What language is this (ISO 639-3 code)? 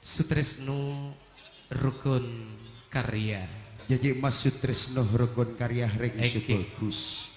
mad